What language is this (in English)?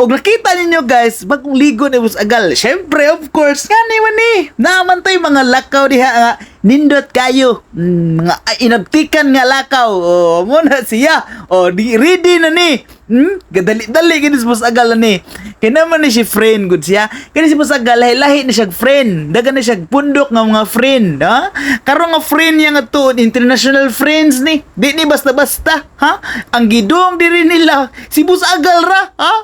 Cebuano